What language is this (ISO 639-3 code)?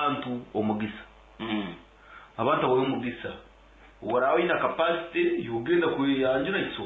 nyo